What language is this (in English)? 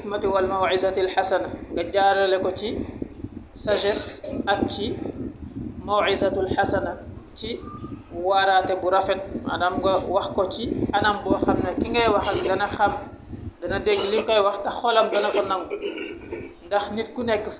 Wolof